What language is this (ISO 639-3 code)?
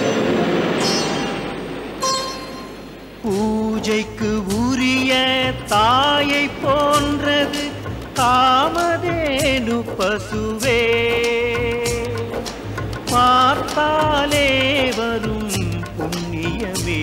tam